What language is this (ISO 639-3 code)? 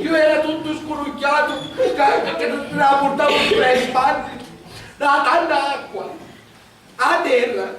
scn